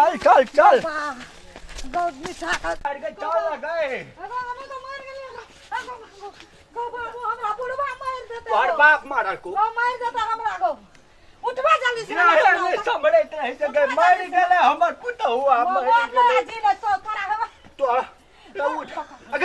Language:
Maithili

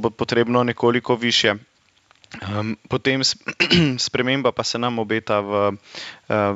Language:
Slovenian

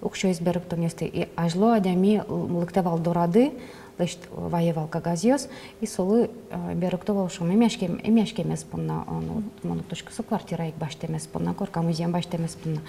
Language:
Udmurt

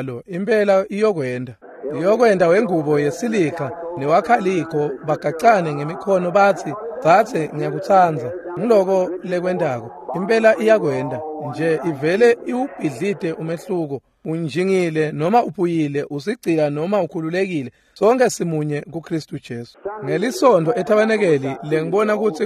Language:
Swati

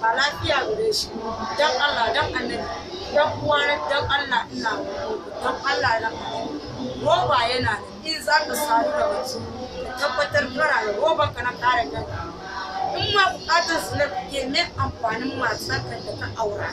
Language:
Hausa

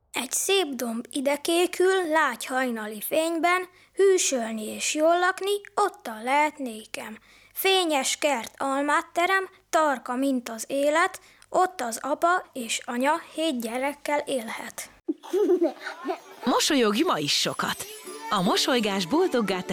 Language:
Hungarian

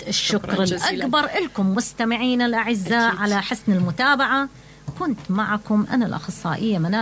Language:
Mesopotamian Arabic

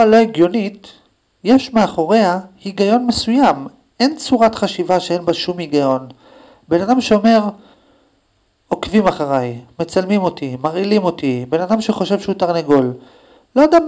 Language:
Hebrew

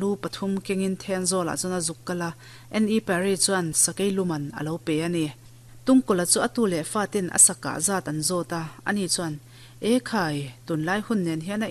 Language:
Mizo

